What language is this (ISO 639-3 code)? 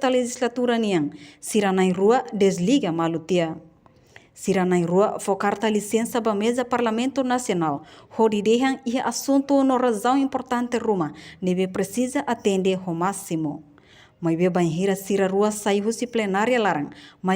tet